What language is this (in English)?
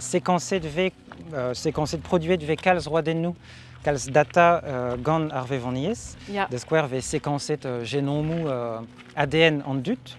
Breton